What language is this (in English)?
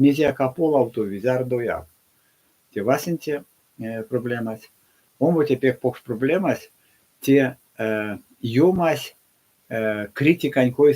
Erzya